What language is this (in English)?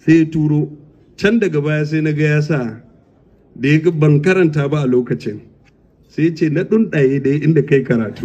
Hausa